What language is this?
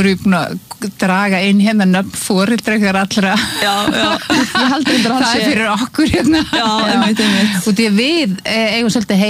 Icelandic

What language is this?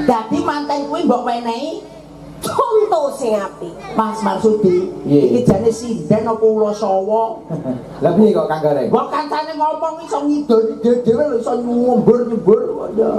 Javanese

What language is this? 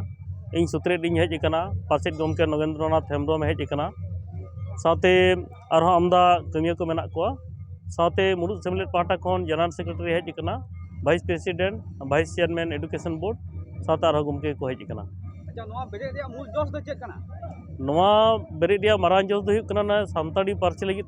Santali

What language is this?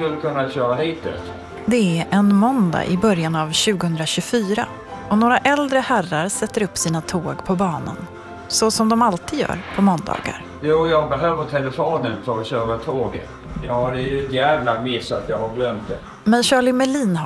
Swedish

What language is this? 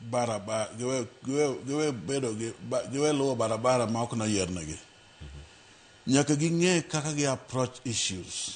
Luo (Kenya and Tanzania)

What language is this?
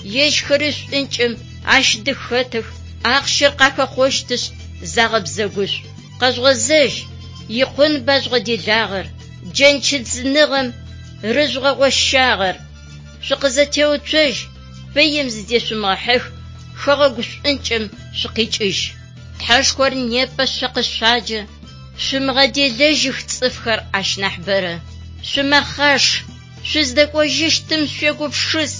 Adyghe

